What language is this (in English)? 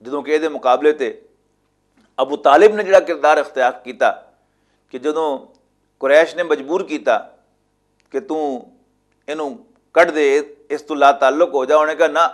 Western Panjabi